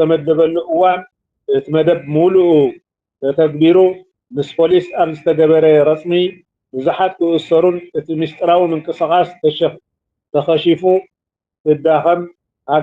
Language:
Tigrinya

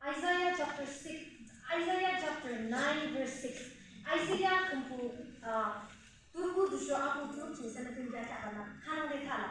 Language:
Yimchungru Naga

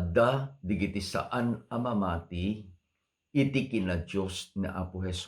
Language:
Iloko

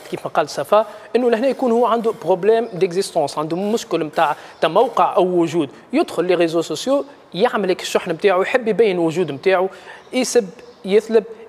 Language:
Tunisian Arabic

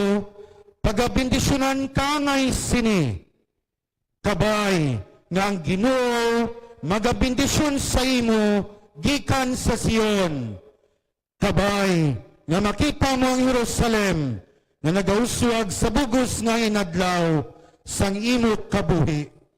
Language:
Hiligaynon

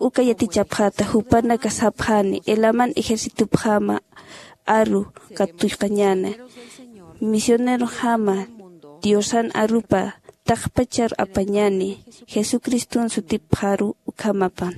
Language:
Aymara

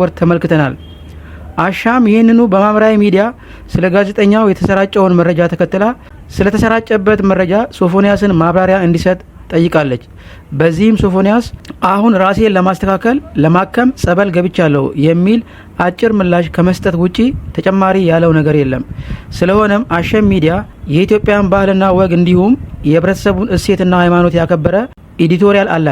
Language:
Amharic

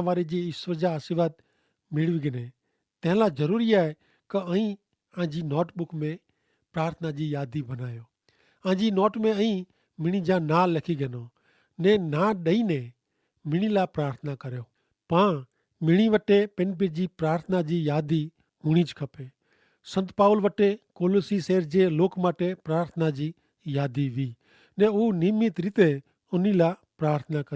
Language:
Kachhi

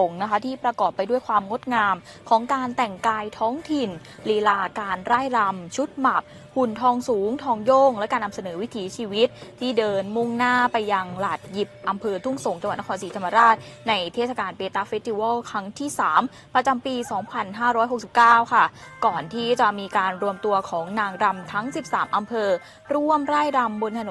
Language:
Thai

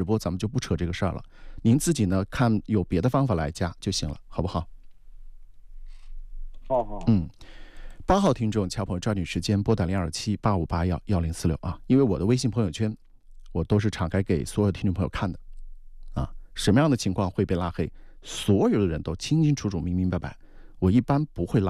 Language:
Chinese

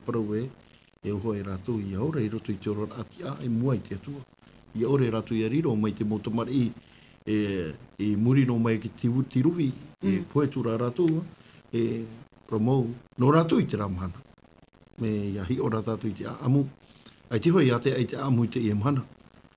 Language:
Tahitian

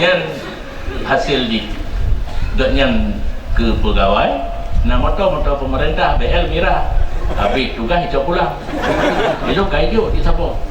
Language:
Achinese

